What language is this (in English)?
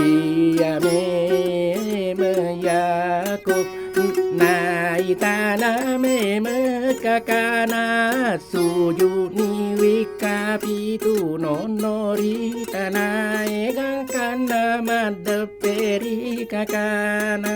Buginese